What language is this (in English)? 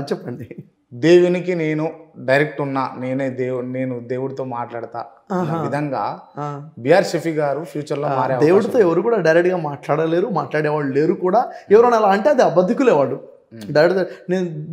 Telugu